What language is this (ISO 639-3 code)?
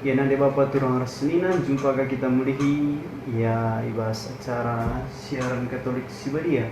btx